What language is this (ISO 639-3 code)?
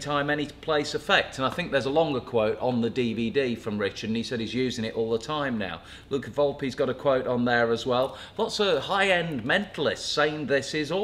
eng